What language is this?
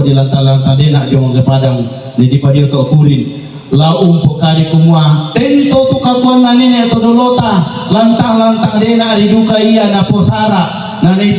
Toraja-Sa'dan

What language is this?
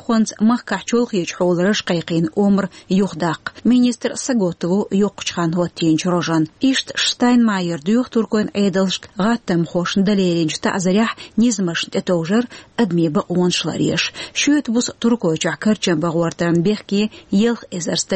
Chechen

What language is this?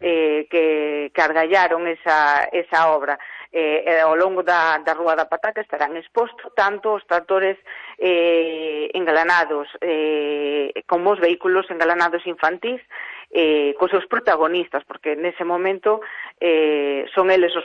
Galician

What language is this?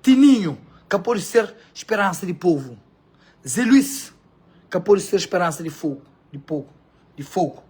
Kabuverdianu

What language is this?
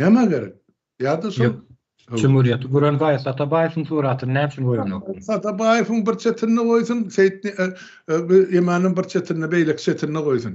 Turkmen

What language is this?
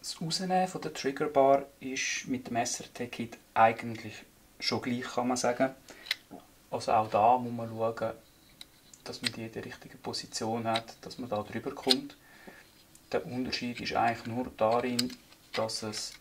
Swiss German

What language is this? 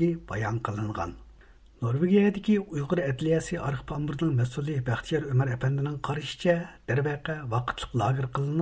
Uyghur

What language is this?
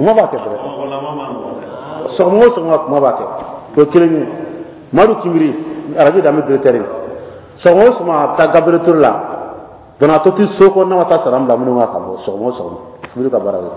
Bambara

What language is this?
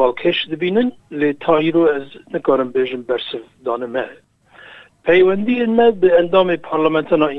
Kurdish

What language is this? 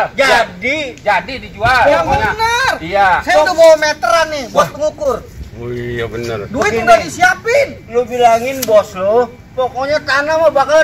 Betawi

